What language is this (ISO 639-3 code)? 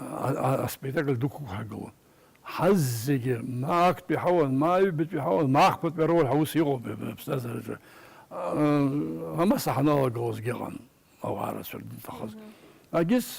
abk